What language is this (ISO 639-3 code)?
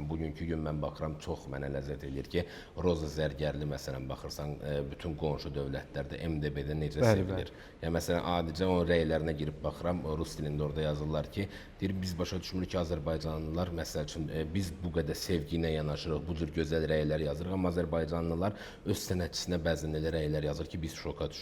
aze